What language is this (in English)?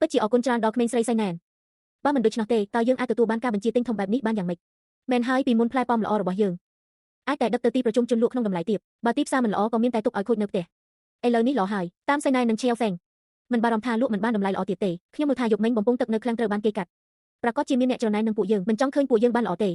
Khmer